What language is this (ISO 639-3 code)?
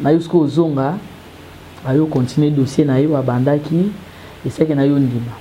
lin